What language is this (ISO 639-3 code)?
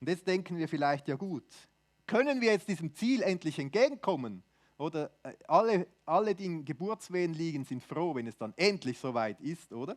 gsw